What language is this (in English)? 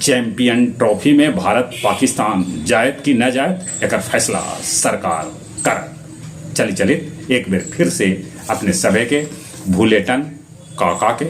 Magahi